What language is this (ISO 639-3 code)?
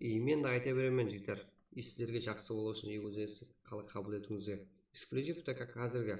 kaa